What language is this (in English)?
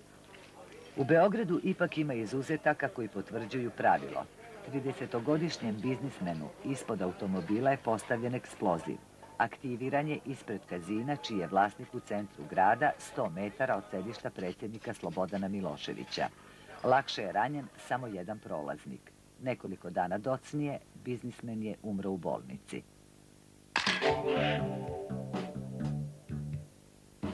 Serbian